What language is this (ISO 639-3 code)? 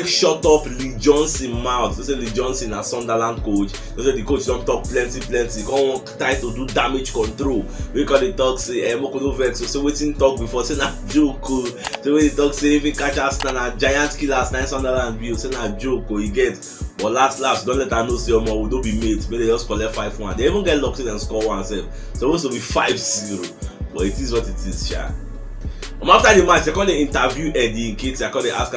pcm